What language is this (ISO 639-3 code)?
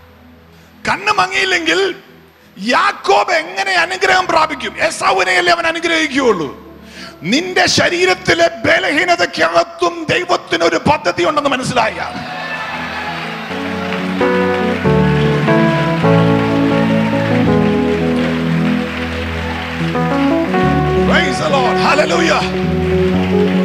mal